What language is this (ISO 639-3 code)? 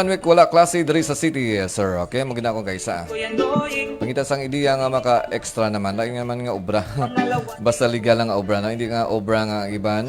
hil